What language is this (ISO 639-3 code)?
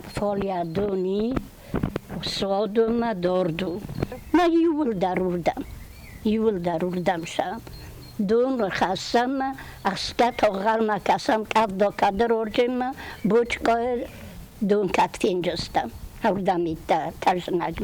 oss